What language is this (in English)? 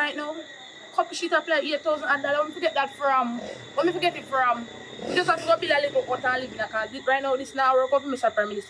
Jamaican Creole English